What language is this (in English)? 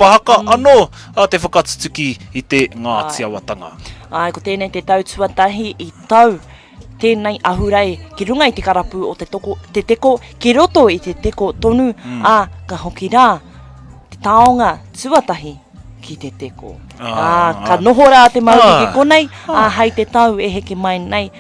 Māori